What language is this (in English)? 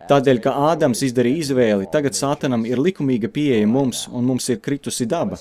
Latvian